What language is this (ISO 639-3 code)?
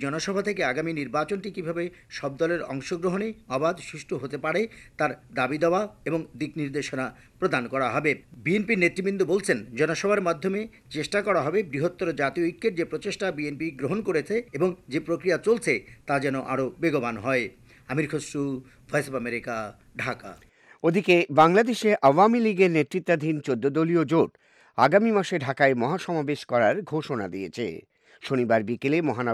ben